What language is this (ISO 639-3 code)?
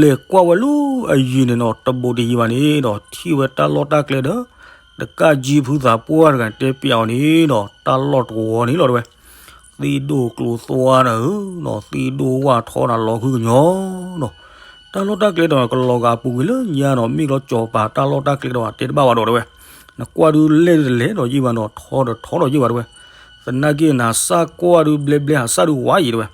ksw